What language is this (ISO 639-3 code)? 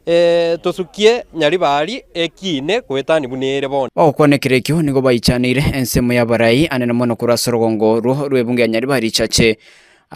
guz